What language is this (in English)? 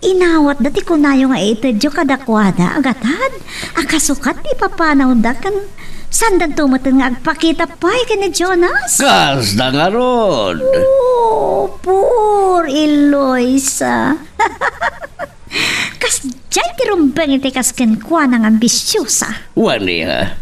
Iloko